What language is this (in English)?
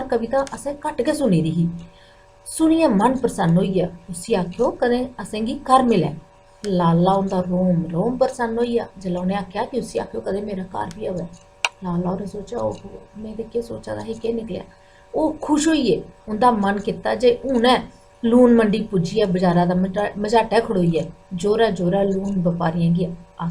Dogri